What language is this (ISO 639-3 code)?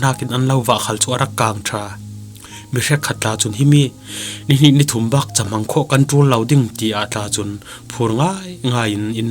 cfm